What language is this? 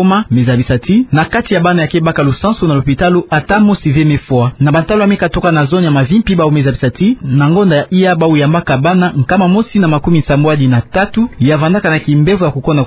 Kituba (Democratic Republic of Congo)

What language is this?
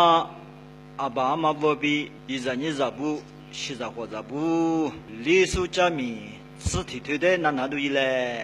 Lisu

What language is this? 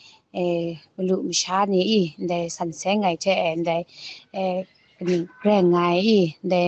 Kachin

